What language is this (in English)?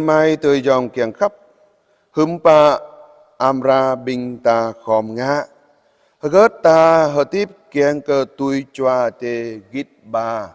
Jarai